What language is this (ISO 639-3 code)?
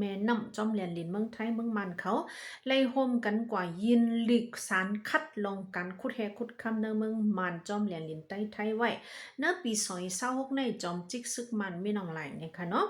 shn